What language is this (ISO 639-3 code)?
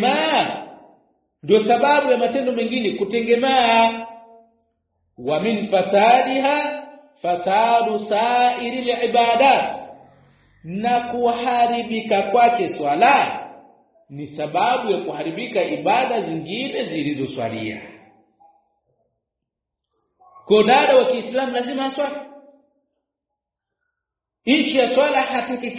swa